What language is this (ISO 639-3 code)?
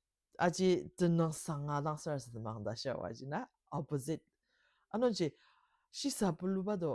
njo